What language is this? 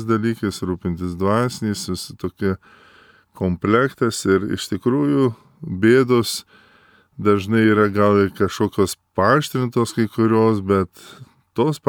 Lithuanian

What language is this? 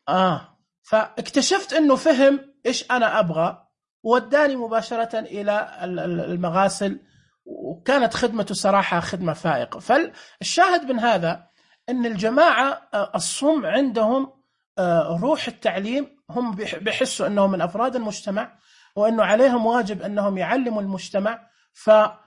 Najdi Arabic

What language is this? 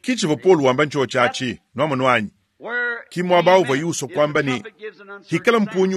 Luba-Lulua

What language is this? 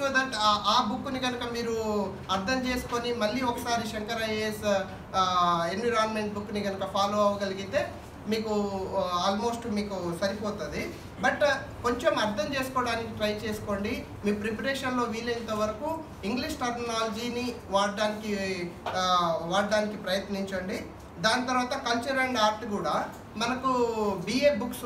Telugu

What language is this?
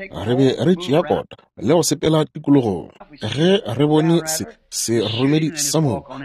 Northern Sotho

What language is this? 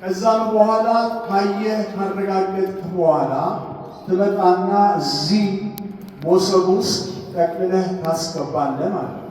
Amharic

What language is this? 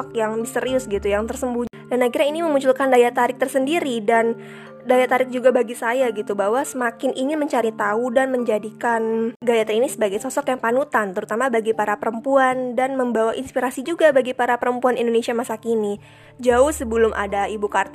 Indonesian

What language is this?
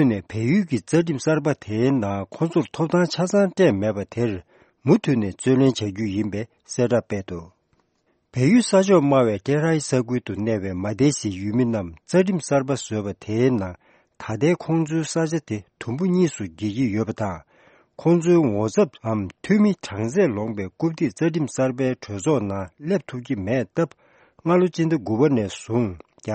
Tibetan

